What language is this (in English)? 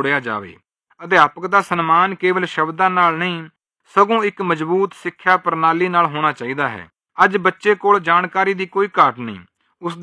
Punjabi